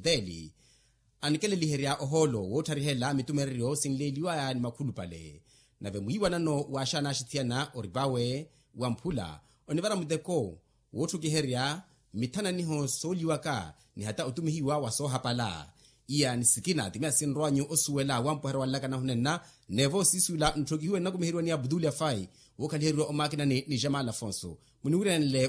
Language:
Makhuwa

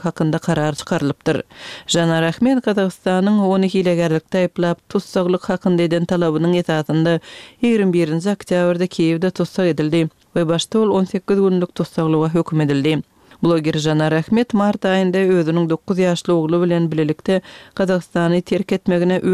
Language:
Turkmen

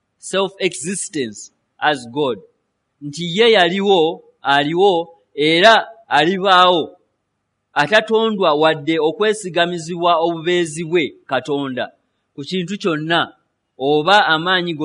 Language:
Ganda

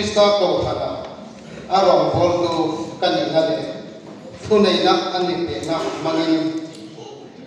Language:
Hmar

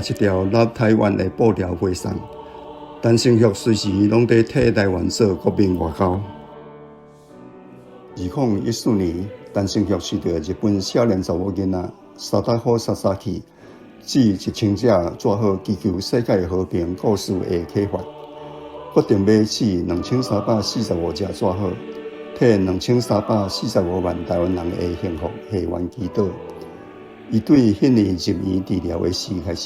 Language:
Min Nan Chinese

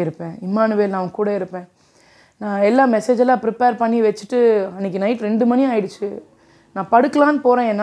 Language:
Tamil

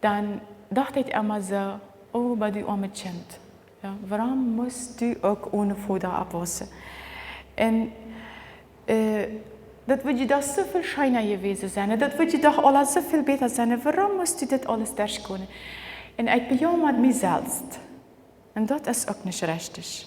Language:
Plautdietsch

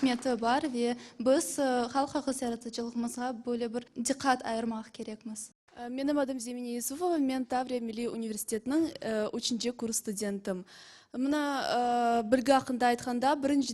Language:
Crimean Tatar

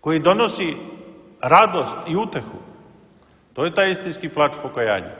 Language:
Serbian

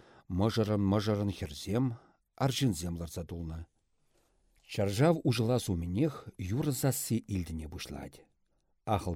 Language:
Chuvash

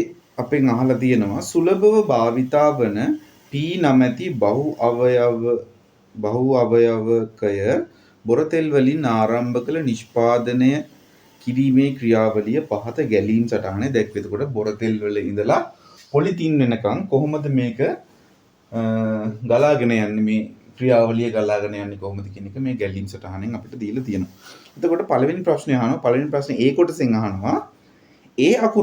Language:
Sinhala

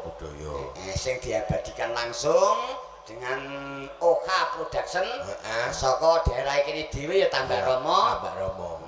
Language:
Javanese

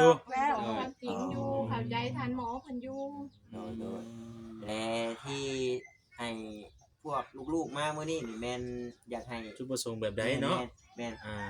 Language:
Northeastern Thai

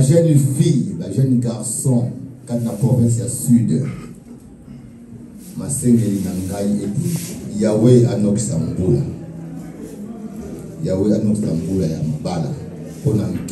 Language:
Lingala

